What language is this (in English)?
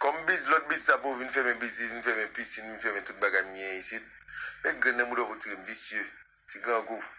Haitian Creole